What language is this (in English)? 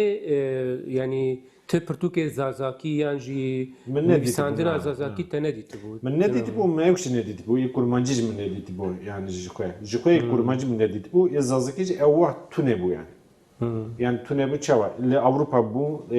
Kurdish